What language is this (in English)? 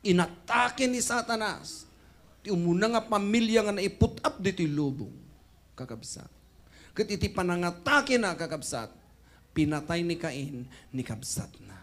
Iloko